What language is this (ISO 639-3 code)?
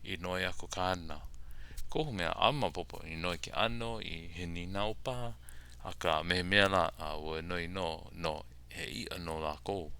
haw